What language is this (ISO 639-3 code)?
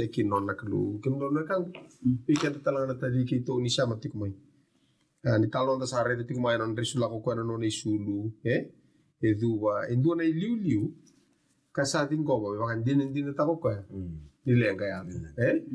fij